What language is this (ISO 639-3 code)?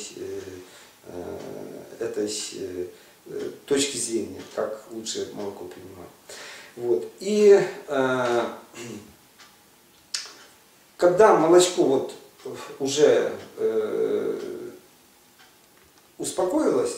rus